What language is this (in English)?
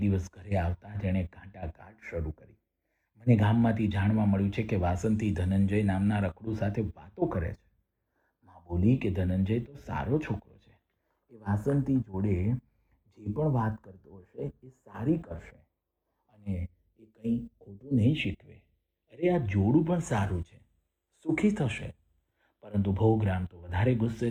Gujarati